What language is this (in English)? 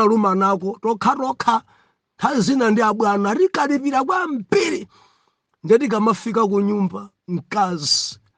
Nyanja